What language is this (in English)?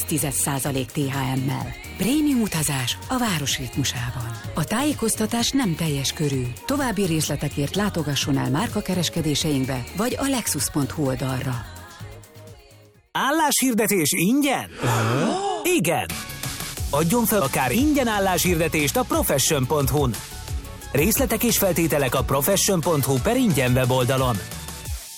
Hungarian